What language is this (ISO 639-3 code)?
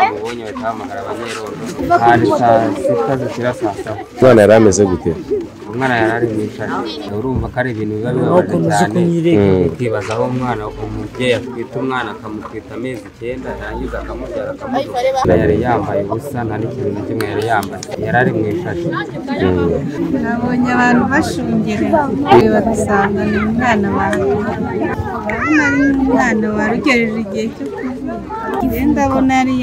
kin